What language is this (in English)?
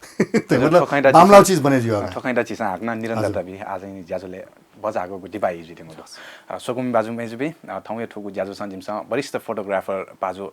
Newari